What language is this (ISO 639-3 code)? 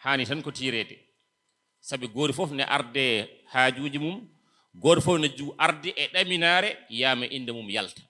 ful